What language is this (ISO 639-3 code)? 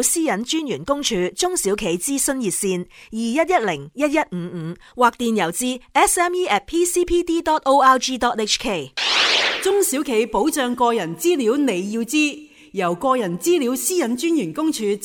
yue